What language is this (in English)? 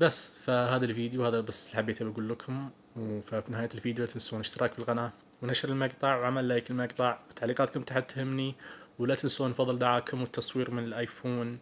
Najdi Arabic